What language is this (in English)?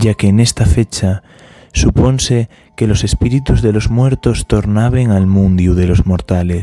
Asturian